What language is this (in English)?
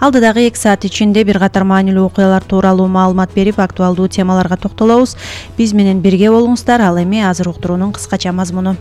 Kyrgyz